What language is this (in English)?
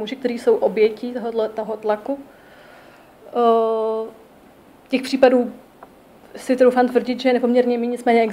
Czech